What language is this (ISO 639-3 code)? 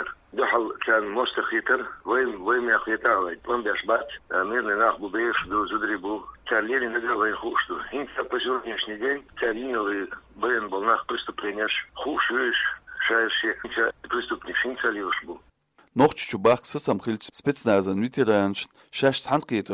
che